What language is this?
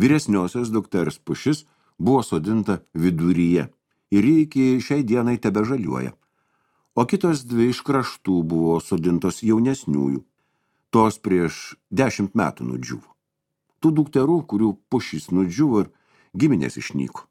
Lithuanian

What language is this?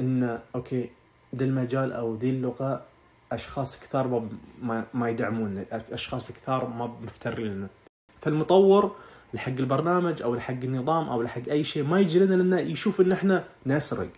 Najdi Arabic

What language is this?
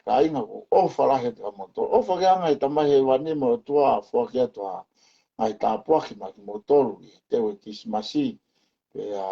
Tongan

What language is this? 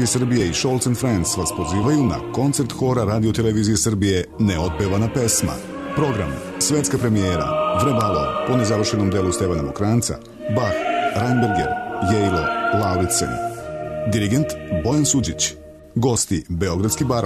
Serbian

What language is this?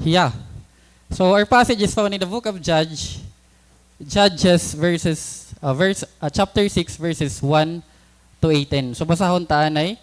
Waray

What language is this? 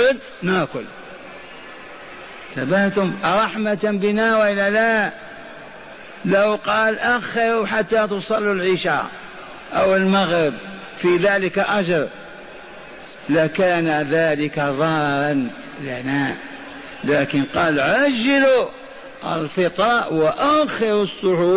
Arabic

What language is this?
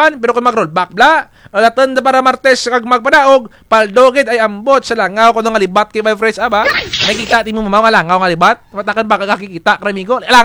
Kinaray-a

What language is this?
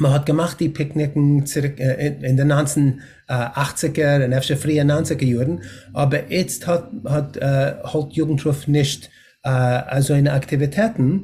Yiddish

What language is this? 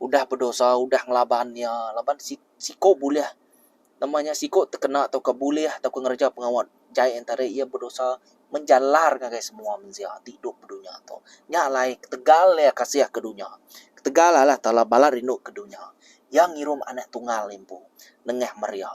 Iban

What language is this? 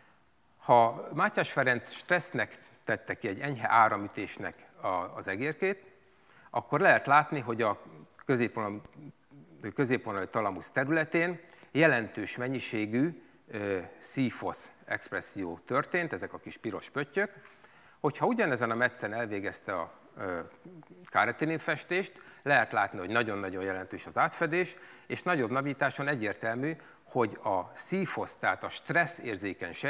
Hungarian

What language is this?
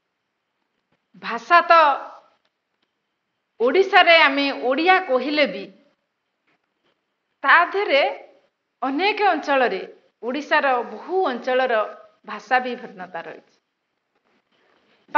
Odia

